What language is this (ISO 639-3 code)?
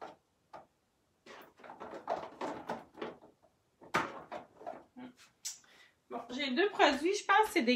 fra